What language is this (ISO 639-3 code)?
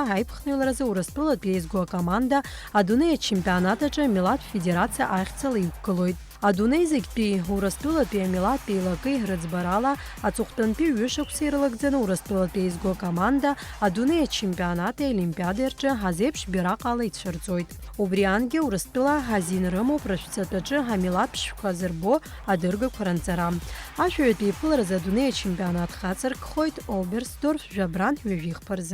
abk